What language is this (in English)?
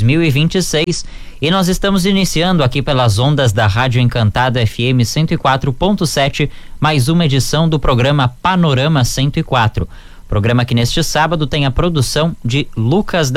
Portuguese